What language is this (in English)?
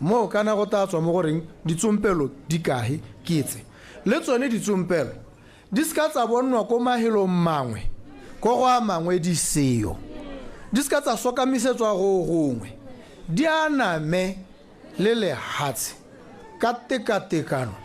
Tswana